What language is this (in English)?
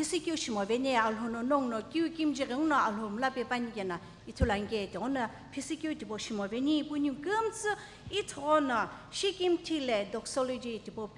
Sumi Naga